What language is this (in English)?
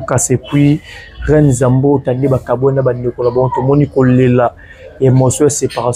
Lingala